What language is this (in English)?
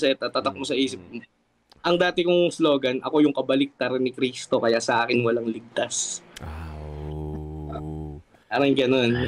Filipino